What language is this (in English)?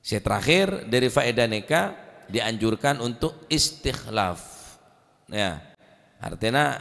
Madurese